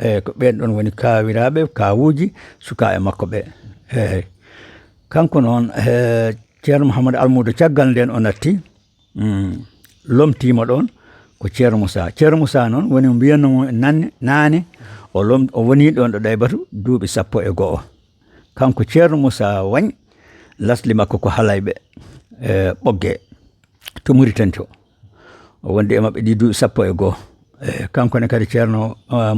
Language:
Fula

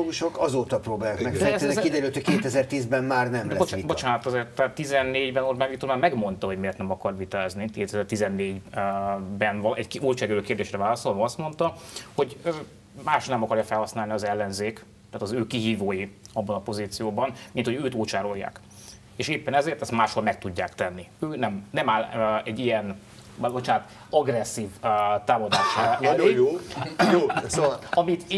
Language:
Hungarian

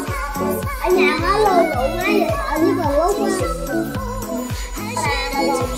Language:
Vietnamese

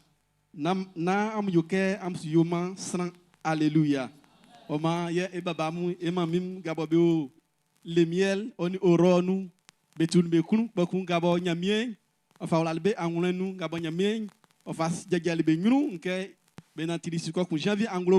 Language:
Baoulé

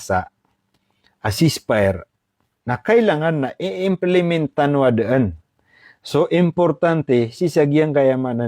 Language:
Maranao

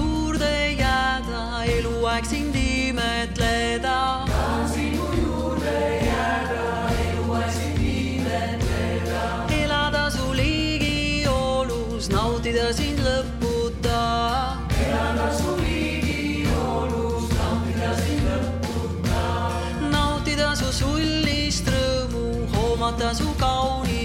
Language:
Estonian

